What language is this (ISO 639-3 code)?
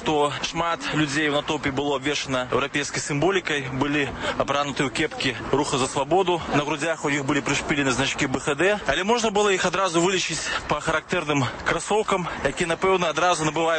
bel